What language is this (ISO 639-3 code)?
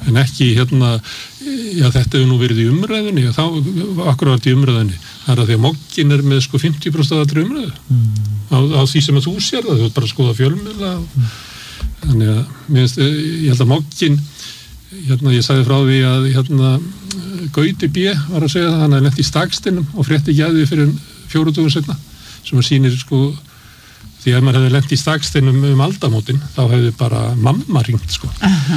isl